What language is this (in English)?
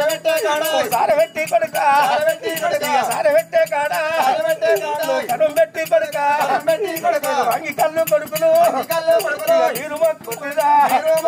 Telugu